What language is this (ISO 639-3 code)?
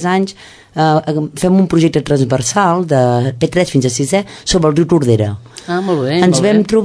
cat